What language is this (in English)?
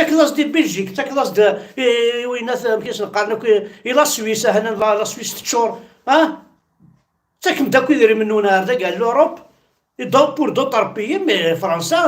Kabyle